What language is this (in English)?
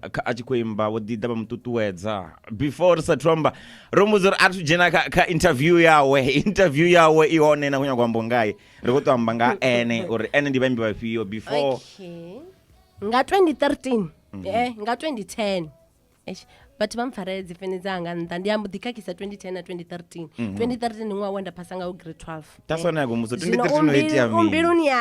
Venda